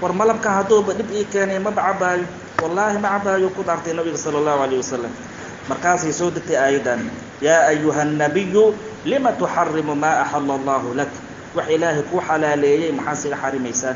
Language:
Somali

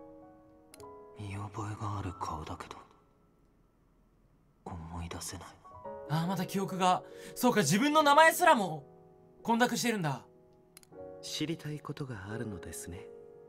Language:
Japanese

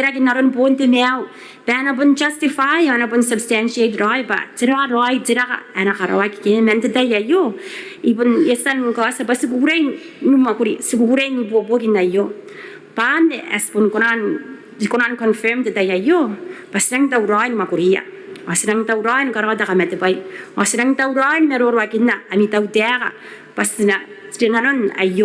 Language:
Gilbertese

